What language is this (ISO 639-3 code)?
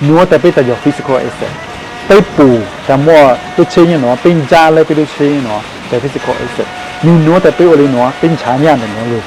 hmn